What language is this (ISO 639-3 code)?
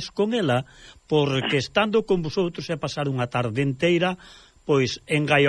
glg